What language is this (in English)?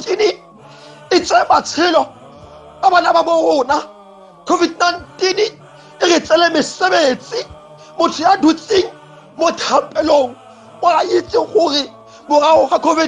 Tswana